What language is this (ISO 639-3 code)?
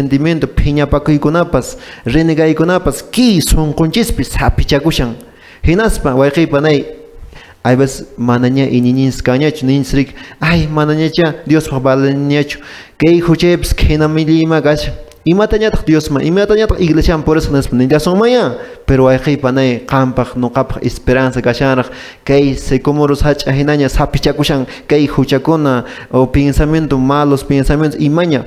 que